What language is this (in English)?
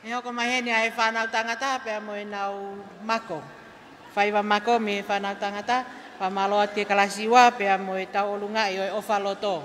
Tongan